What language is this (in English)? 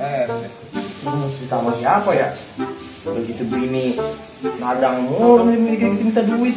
Betawi